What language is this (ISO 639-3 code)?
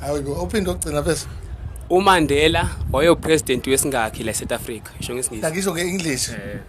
zul